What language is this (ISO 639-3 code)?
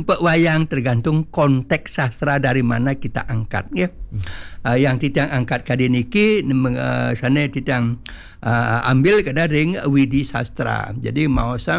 ban